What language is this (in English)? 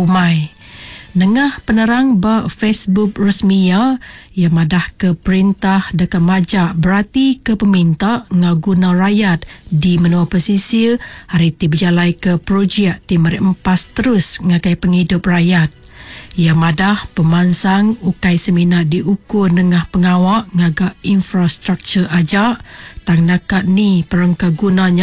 Iban